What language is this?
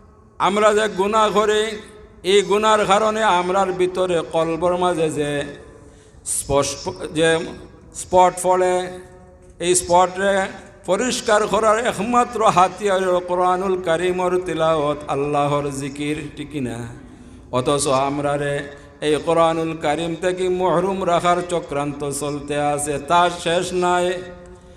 Sylheti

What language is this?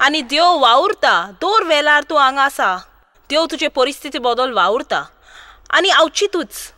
Konkani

